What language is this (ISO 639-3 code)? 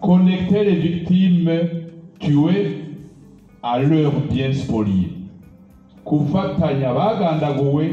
run